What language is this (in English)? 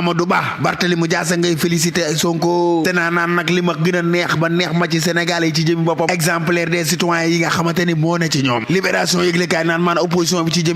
Wolof